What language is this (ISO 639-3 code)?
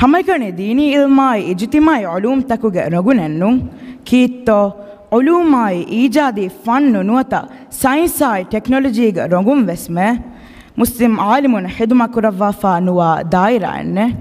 div